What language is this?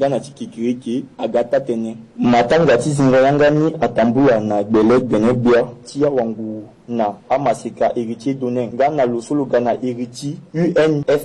Sango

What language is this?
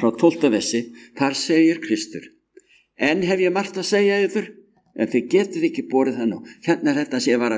Icelandic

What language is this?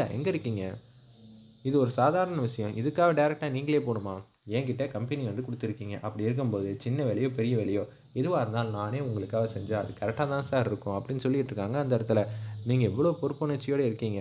Tamil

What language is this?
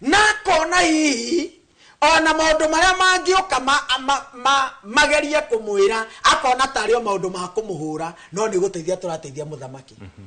Kikuyu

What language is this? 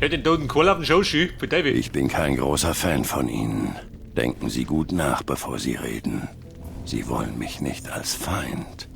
Bavarian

